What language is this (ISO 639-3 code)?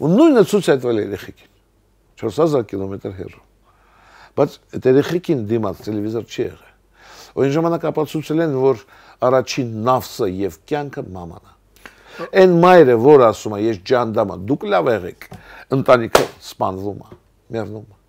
hye